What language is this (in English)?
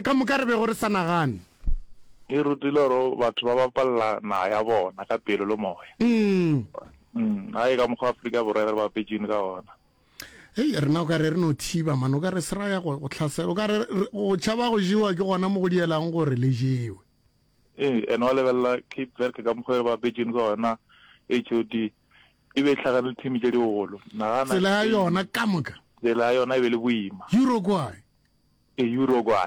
Northern Sotho